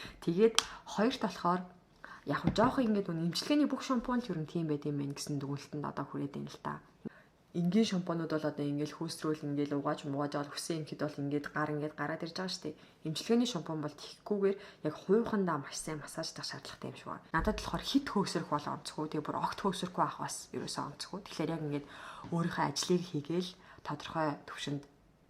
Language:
Mongolian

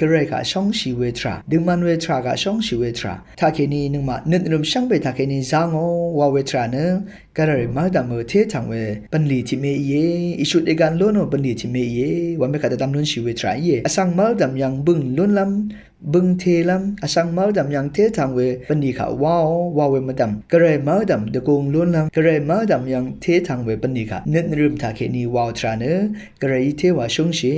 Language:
Rawang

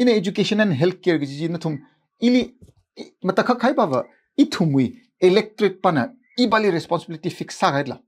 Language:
Tangkhul Naga (India)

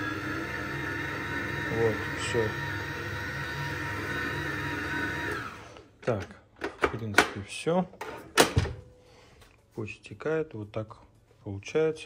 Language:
Russian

